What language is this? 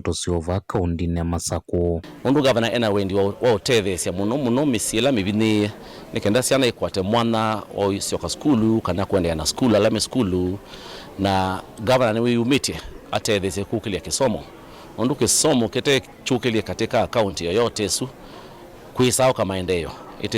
Kamba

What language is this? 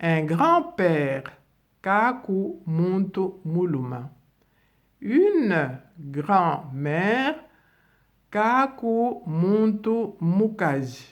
Luba-Lulua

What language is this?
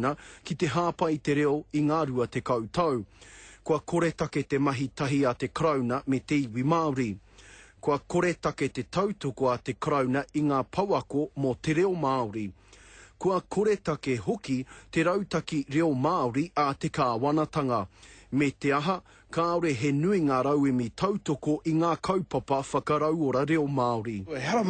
Māori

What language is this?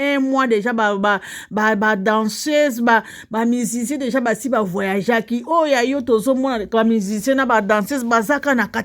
Lingala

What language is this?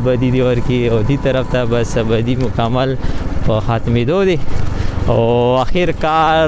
Pashto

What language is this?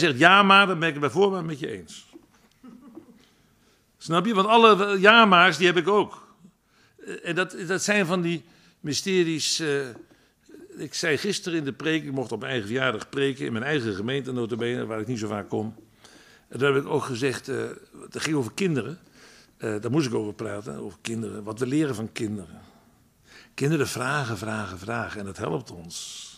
Dutch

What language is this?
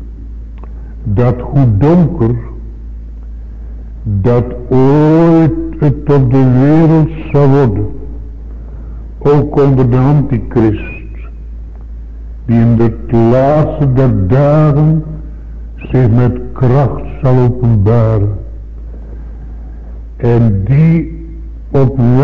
Dutch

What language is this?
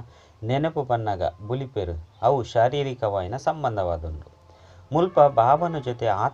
Tulu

